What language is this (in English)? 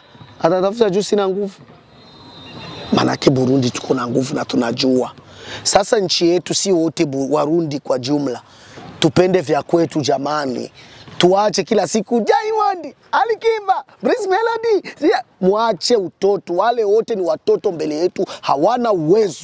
Swahili